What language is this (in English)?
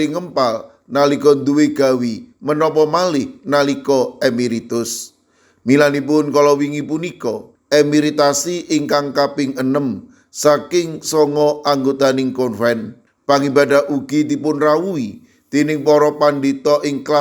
Javanese